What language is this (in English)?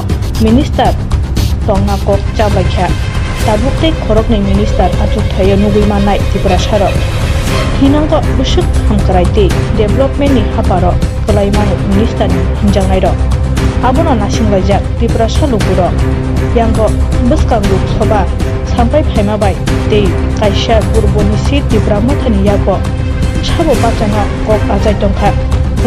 Kok Borok